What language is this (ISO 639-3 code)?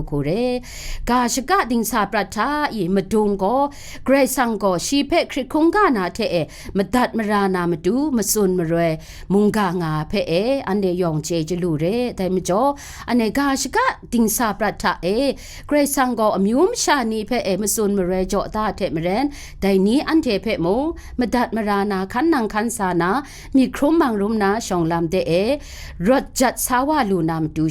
kac